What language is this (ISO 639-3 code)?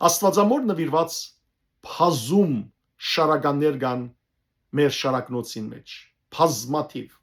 hyw